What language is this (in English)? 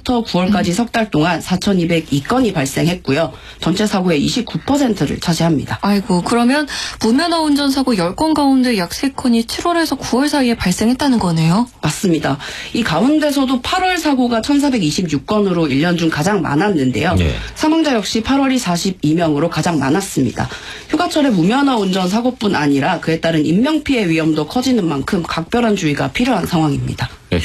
Korean